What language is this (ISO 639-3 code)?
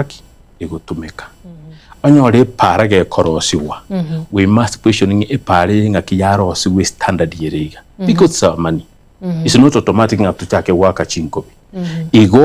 guz